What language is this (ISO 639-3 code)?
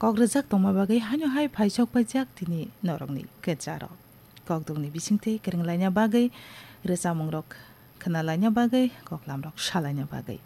trp